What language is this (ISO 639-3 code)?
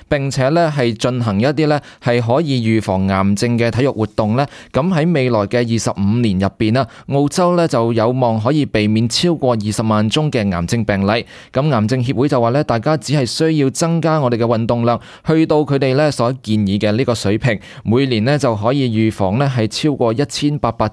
yue